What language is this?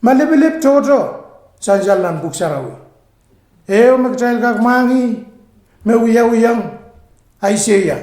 Pohnpeian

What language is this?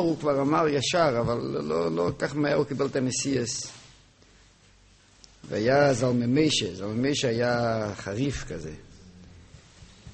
Hebrew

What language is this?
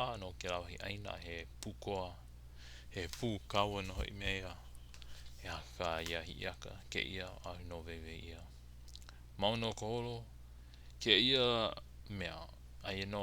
Hawaiian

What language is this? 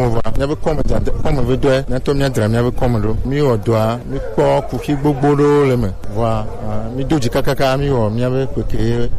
Gen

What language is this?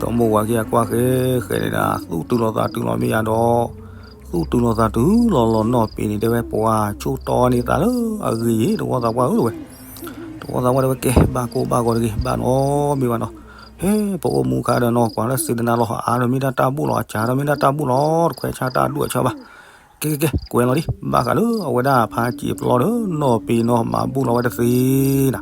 S'gaw Karen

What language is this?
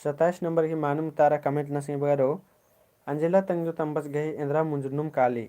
Kurukh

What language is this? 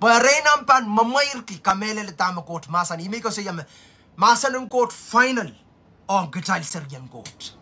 Pohnpeian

